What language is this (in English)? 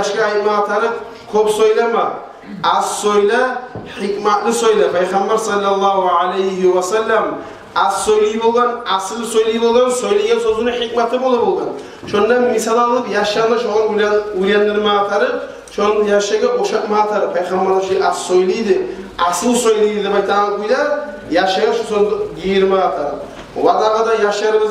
Kumyk